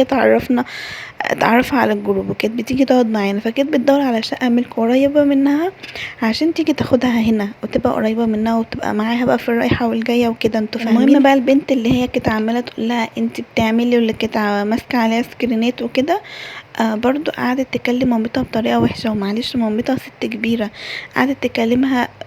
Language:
Egyptian Arabic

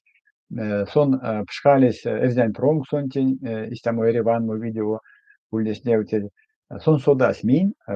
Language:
Erzya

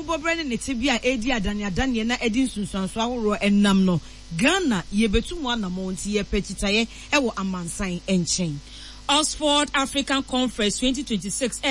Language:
Akan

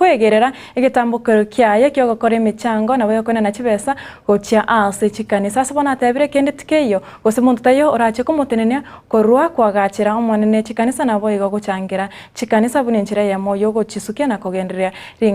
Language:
Gusii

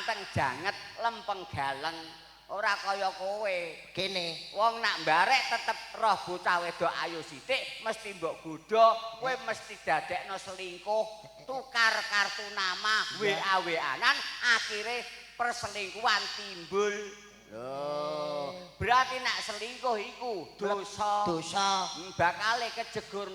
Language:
Javanese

